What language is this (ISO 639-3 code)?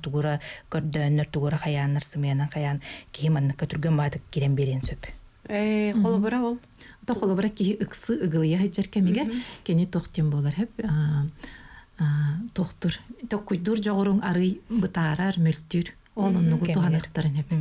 sah